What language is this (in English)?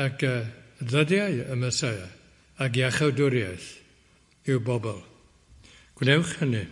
Welsh